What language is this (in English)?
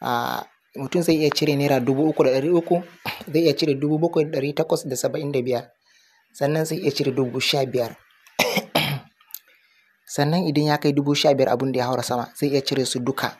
Hausa